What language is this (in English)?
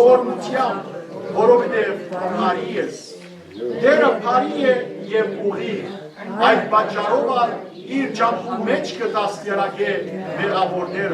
Western Armenian